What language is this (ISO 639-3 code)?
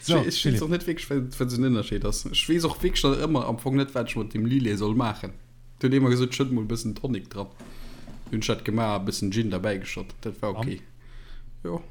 ltz